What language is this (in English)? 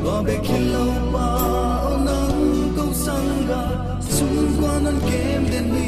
Paite Chin